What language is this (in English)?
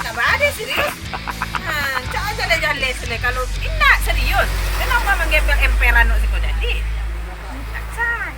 Minangkabau